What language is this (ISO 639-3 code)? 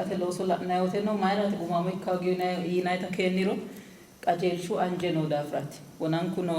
sid